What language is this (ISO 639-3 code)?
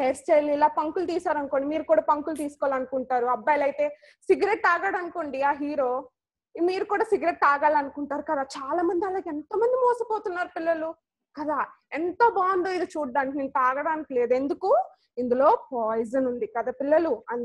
tel